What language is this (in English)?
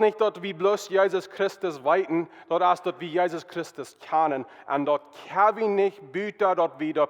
Plautdietsch